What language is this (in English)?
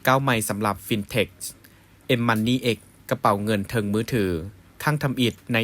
Lao